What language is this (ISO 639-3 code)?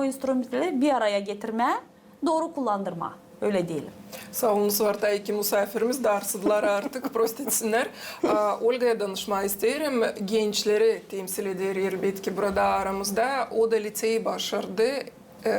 gag